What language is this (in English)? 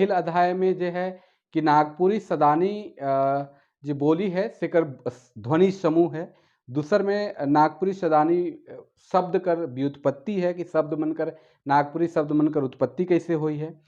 Sadri